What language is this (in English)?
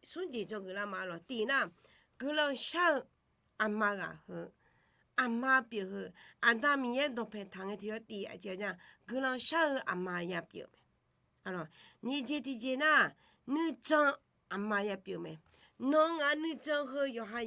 Akha